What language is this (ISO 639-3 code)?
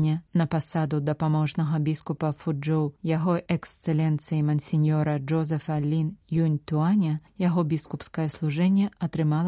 bel